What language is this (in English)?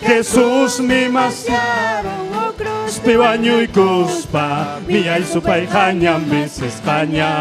Ayacucho Quechua